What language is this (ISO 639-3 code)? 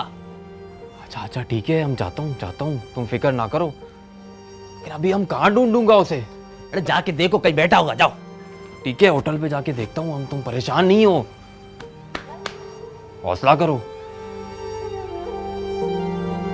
hin